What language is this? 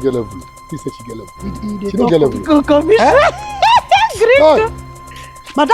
Nigerian Pidgin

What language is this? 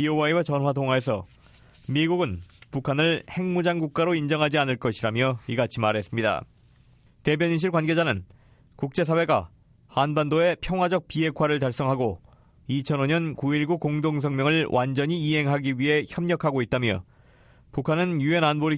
Korean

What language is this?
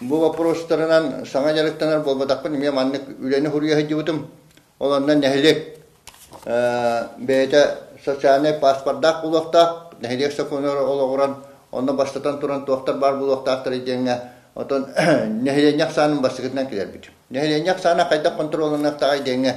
Yakut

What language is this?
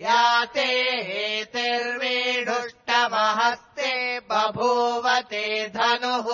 Sanskrit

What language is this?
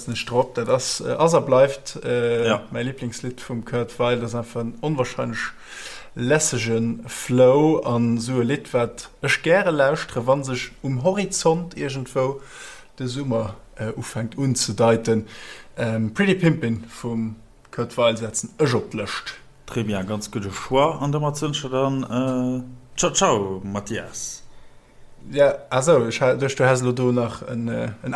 Luxembourgish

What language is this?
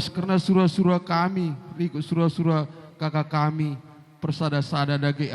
Batak Karo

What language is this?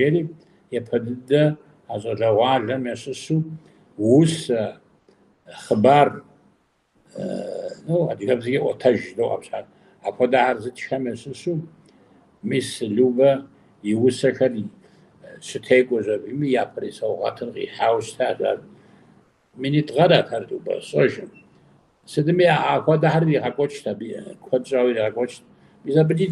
Kabardian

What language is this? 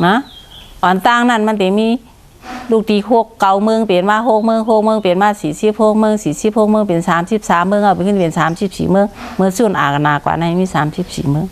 Shan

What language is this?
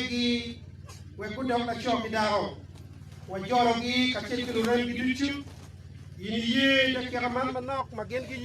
Acoli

